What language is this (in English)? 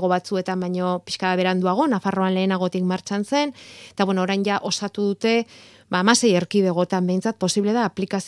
Basque